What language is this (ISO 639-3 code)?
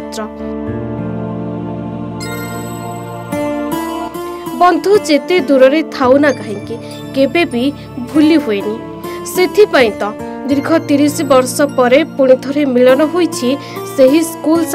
ori